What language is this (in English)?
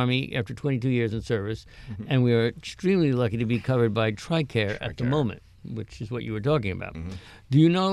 English